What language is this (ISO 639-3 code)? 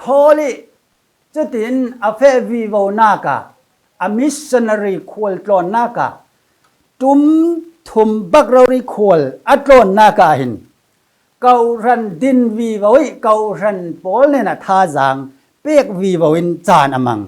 cfm